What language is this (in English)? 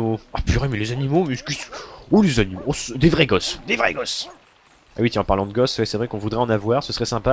French